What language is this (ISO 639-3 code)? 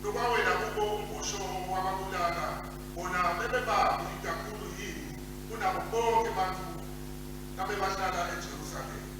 ssw